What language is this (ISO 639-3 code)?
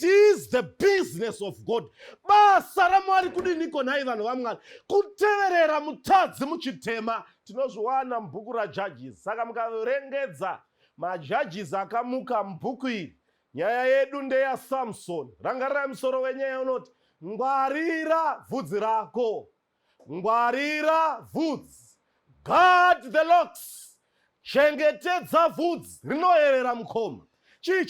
sna